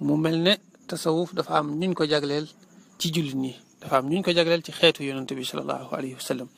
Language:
Wolof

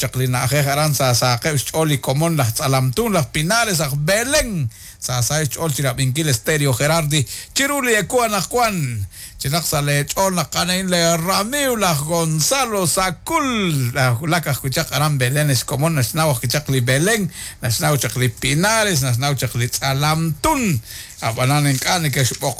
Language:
Kekchí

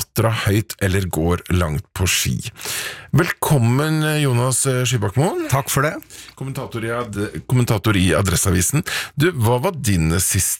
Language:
Norwegian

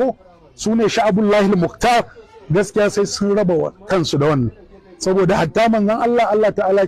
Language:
Hausa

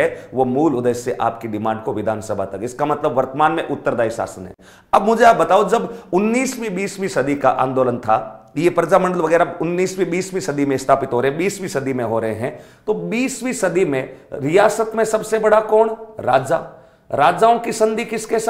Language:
Hindi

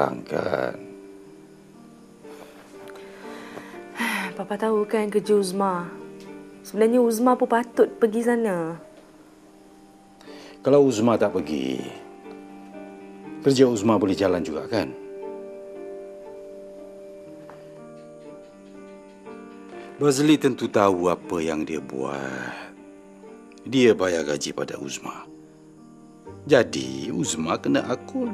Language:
Malay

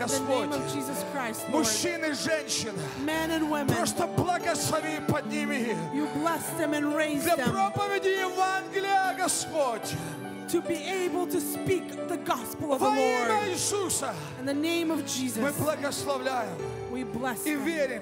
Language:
Russian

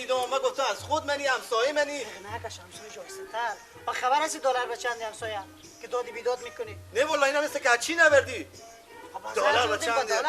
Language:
Persian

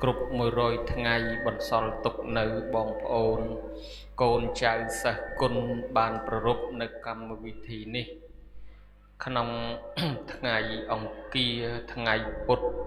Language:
Khmer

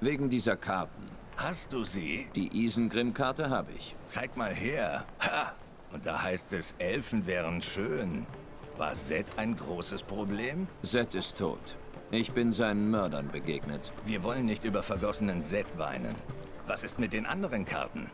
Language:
Swiss German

